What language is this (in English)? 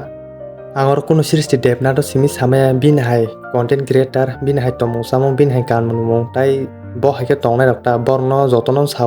Kok Borok